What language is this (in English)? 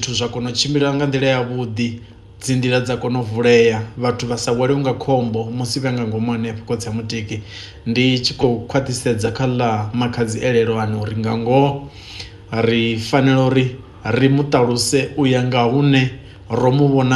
Venda